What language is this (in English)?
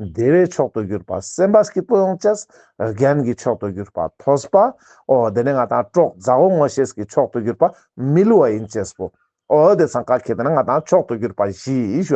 Ladakhi